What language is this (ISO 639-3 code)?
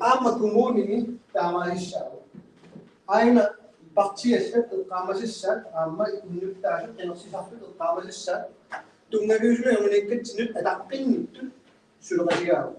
kal